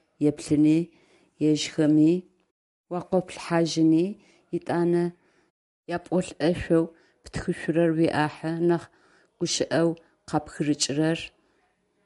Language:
Adyghe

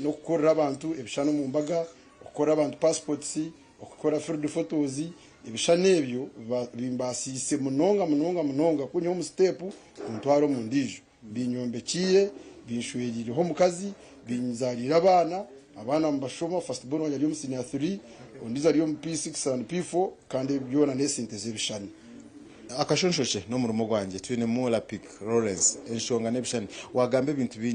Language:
Nyankole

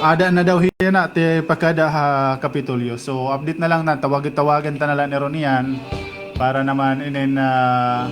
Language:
Waray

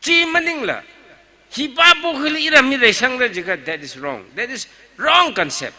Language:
Tangkhul Naga (India)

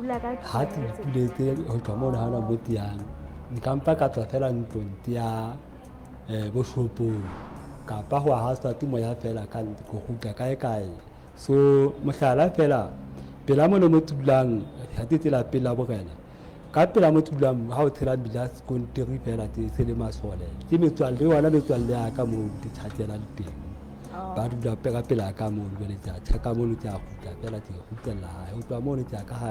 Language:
Southern Sotho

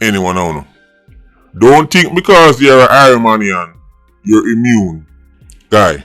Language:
Jamaican Creole English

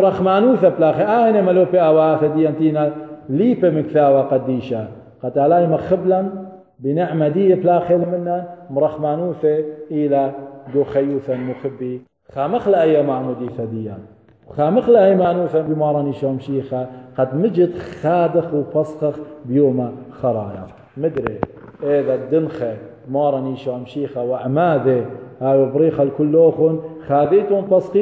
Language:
Assyrian Neo-Aramaic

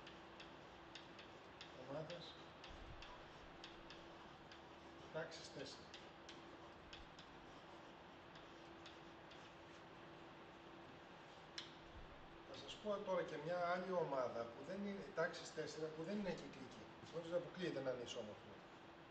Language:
Greek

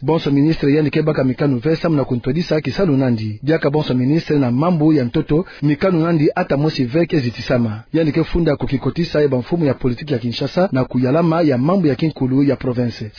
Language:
Kituba (Democratic Republic of Congo)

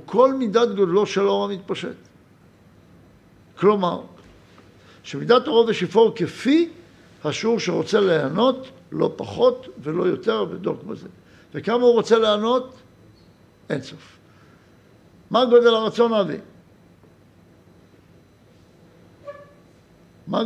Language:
Hebrew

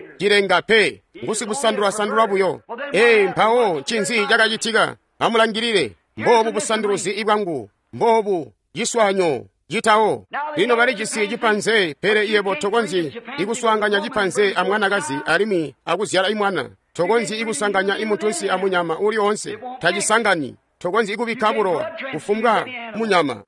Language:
Tonga (Zambia)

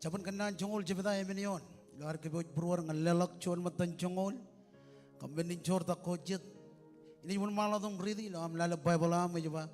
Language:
Marshallese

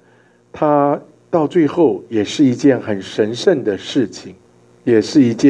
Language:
Chinese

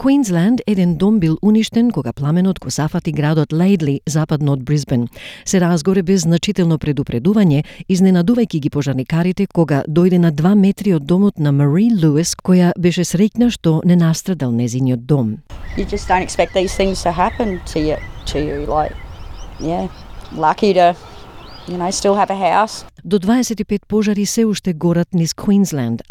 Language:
Macedonian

